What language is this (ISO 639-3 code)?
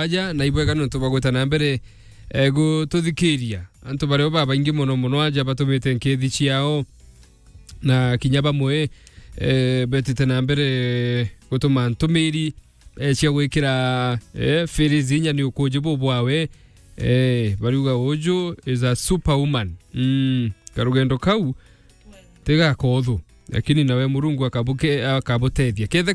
mer